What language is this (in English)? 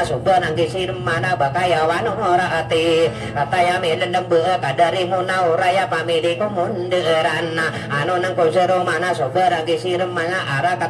Maranao